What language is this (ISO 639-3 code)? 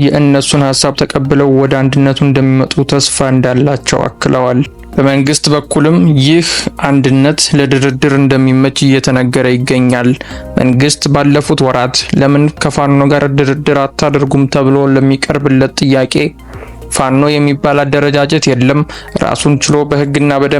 amh